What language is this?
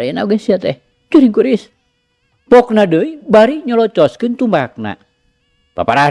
Sundanese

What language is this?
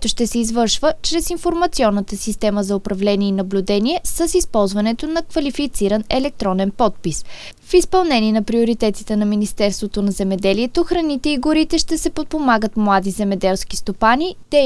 Bulgarian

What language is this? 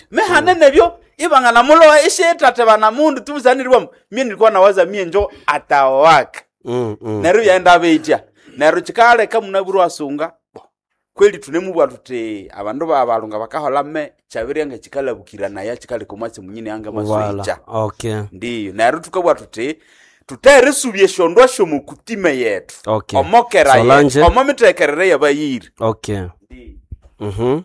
Nande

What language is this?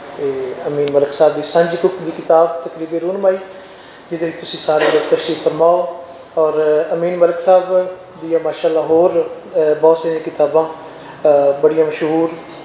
Western Panjabi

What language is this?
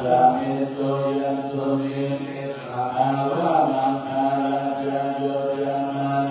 Pali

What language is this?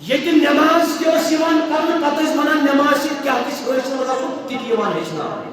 Kashmiri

